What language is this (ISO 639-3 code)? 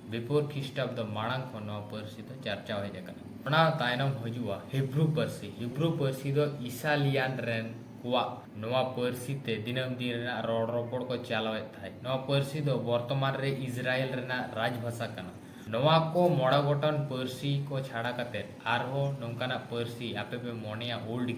sat